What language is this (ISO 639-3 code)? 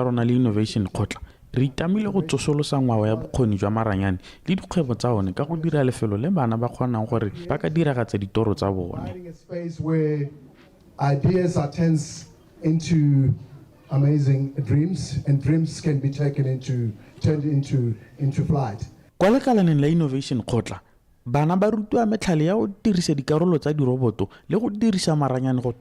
tsn